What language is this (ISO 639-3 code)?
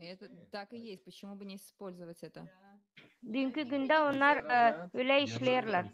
gag